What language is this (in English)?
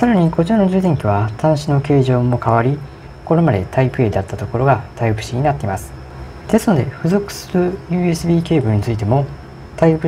Japanese